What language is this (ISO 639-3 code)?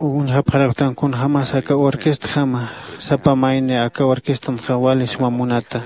aym